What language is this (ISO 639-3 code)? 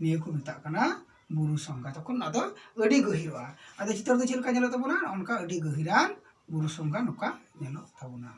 sat